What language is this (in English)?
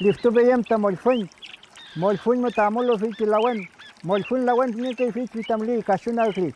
Mapuche